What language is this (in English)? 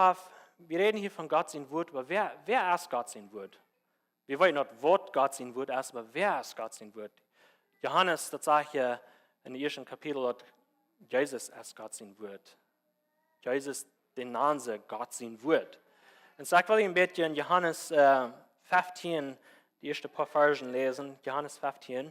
Plautdietsch